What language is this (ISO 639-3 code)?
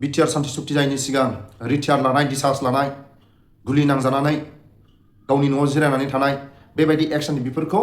brx